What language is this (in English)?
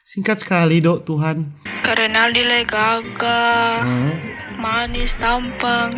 Manado Malay